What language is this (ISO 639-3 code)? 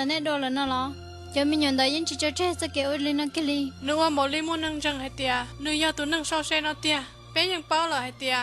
hmn